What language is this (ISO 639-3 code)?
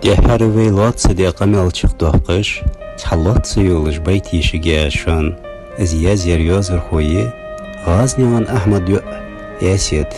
inh